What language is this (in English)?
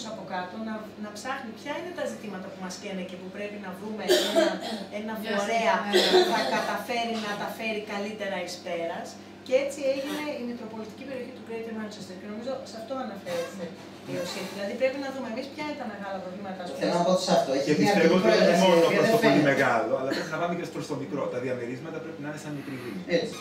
Greek